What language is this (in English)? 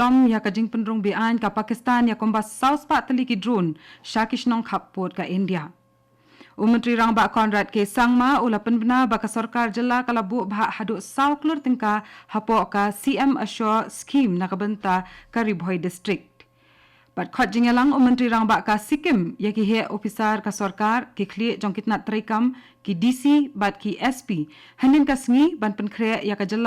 Khasi